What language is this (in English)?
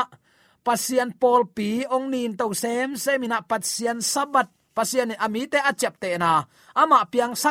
Tedim Chin